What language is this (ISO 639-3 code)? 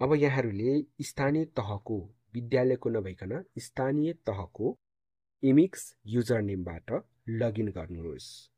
nep